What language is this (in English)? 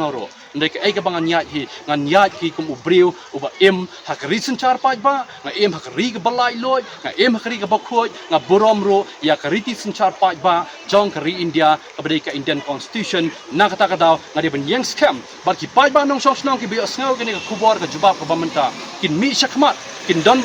Khasi